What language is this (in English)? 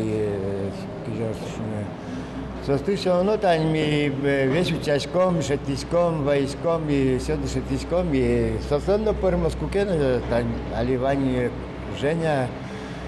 Udmurt